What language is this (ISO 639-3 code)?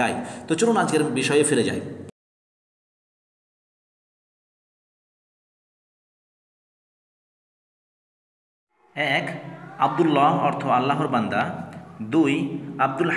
ben